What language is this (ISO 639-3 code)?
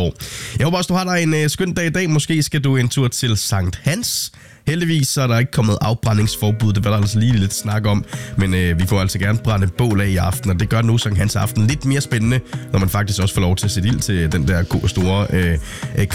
dan